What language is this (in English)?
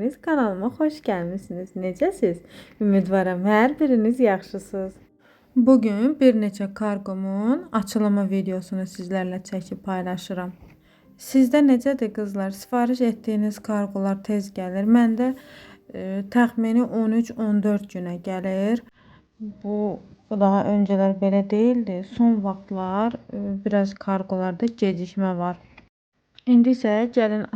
Azerbaijani